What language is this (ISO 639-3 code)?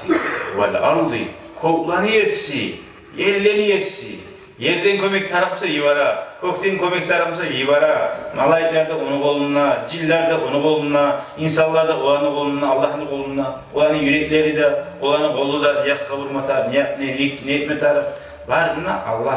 kum